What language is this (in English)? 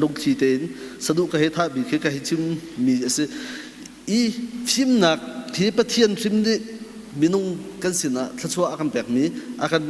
Hakha Chin